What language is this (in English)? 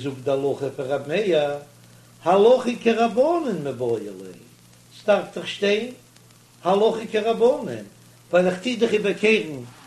Yiddish